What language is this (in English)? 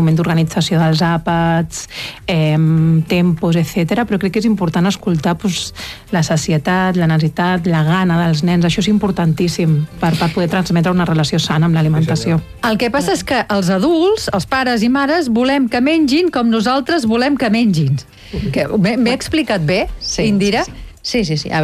Catalan